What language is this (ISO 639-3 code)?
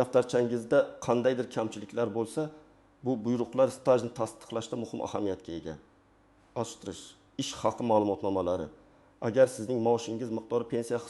uzb